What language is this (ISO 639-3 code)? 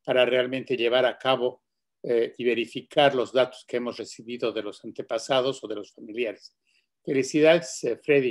spa